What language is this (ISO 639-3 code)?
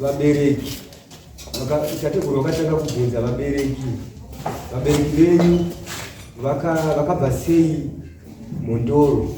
sna